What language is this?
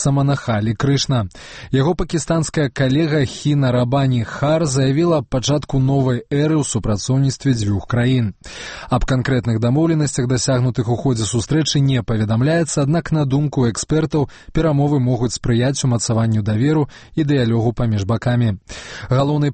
Belarusian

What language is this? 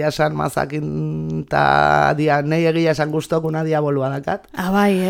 Basque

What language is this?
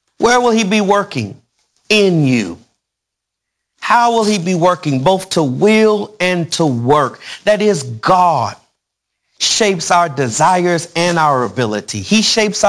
English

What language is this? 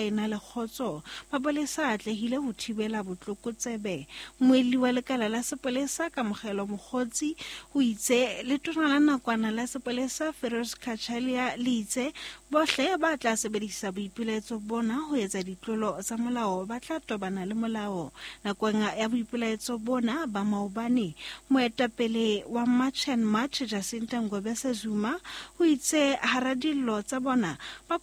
Southern Sotho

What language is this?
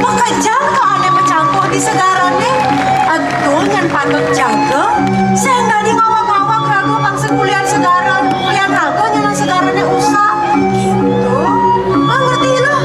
Balinese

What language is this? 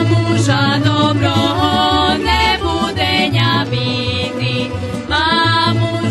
Rusyn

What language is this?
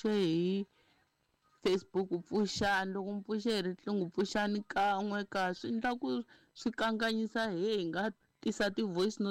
Tsonga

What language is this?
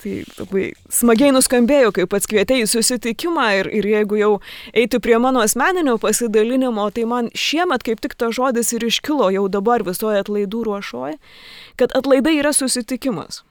Lithuanian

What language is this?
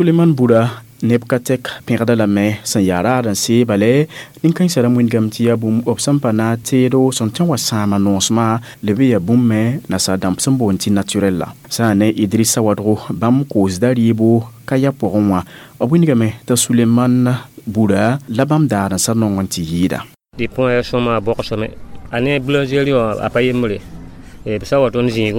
Mossi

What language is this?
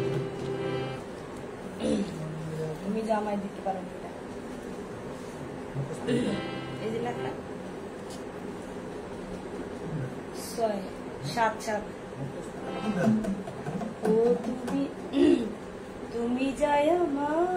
Bangla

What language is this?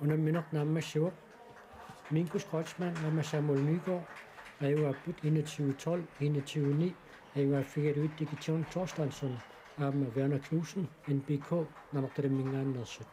Kalaallisut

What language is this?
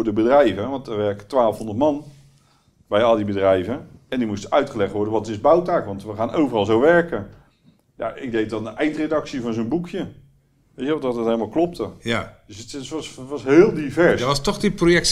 Dutch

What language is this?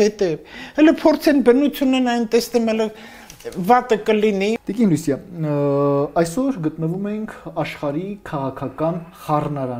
Armenian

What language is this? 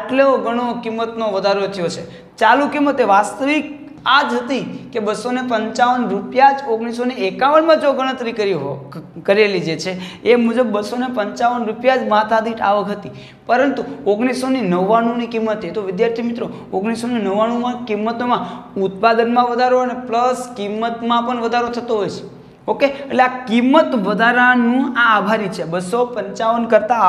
Gujarati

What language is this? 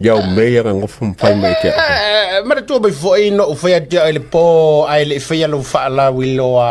Samoan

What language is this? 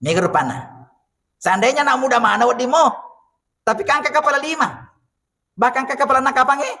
Buginese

